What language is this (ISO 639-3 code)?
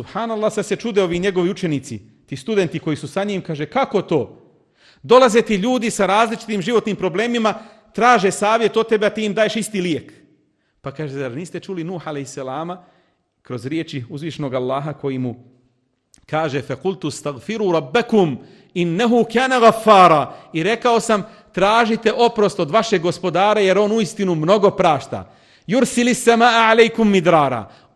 bos